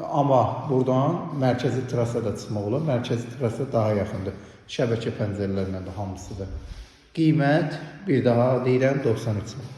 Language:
Azerbaijani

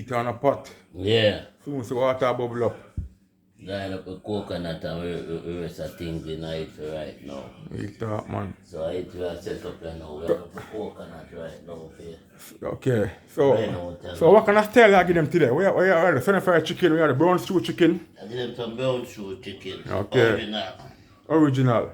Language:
Jamaican Creole English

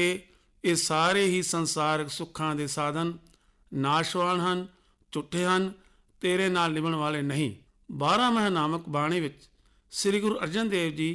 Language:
Punjabi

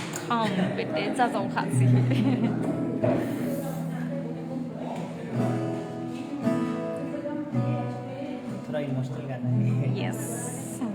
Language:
Dimasa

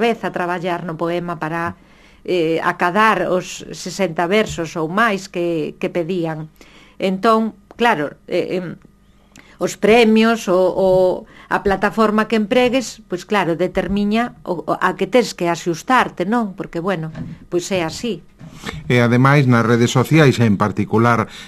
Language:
Galician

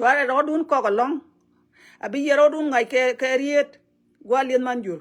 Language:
Nuer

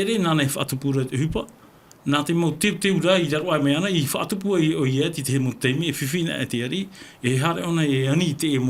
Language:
Tahitian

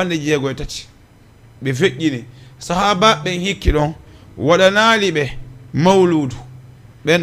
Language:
Fula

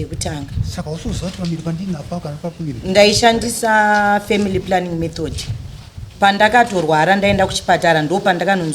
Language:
Shona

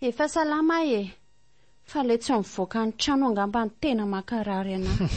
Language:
Malagasy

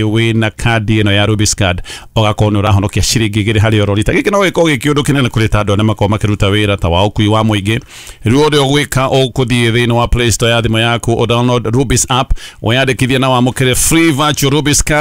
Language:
Kikuyu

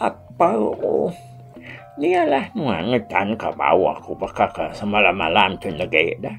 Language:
Iban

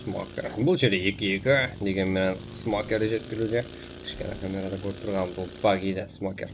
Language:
Kara-Kalpak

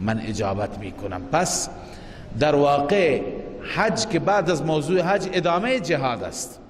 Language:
Persian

